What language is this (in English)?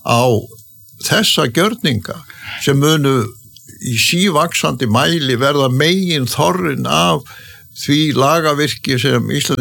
Icelandic